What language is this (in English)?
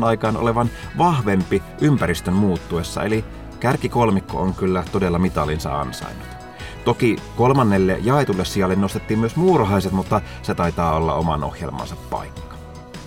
Finnish